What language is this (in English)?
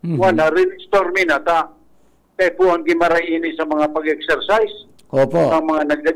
Bikol